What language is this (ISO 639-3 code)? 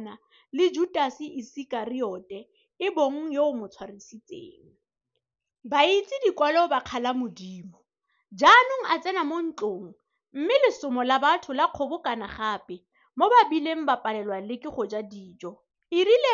tsn